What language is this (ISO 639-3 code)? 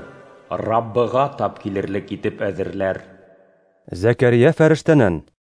bak